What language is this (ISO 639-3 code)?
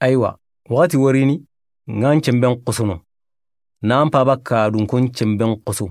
snk